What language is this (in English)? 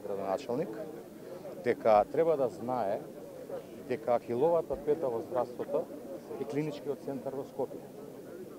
Macedonian